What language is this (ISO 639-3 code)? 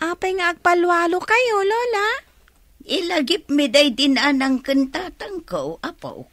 ilo